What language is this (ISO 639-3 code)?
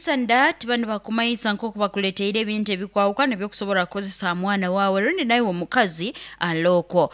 nyn